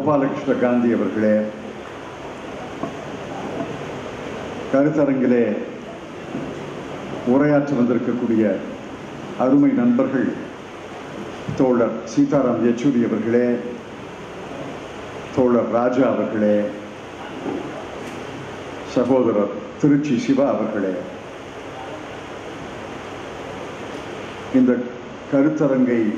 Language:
Tamil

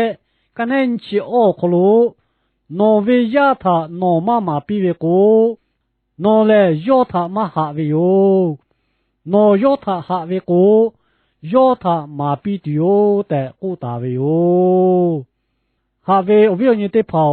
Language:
Lahu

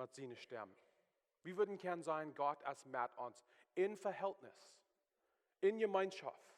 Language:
Plautdietsch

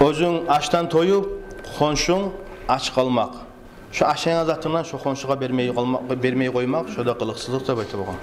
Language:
Kumyk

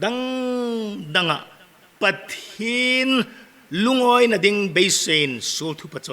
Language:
Hmar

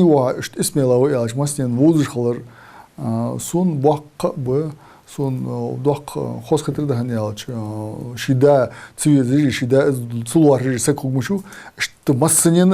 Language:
Ingush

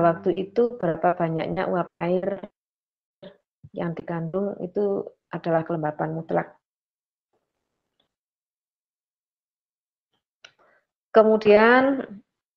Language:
Indonesian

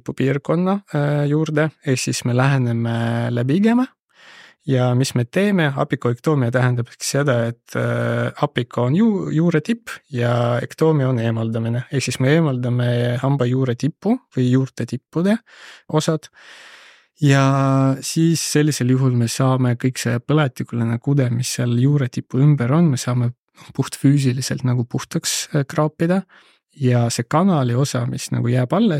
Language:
Estonian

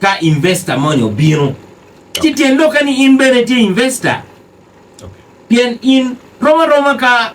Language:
Acoli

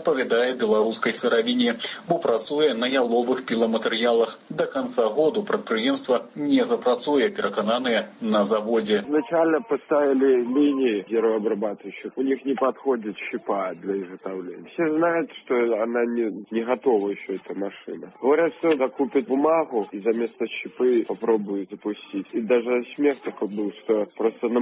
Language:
Belarusian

